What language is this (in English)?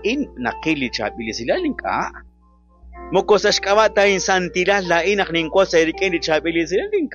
Kekchí